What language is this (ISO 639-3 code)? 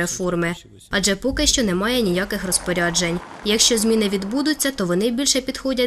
ukr